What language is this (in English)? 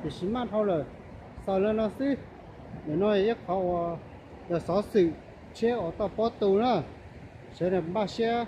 Hmong